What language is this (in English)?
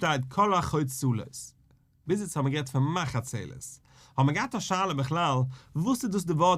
Yiddish